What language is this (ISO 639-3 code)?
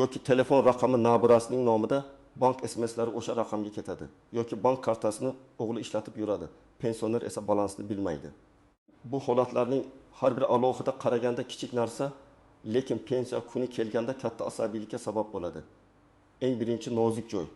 uzb